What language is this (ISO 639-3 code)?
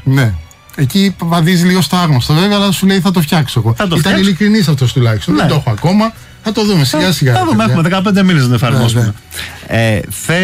ell